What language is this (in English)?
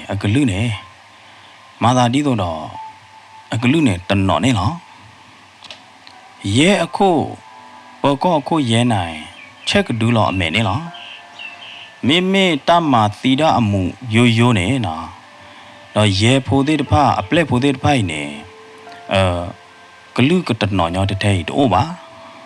S'gaw Karen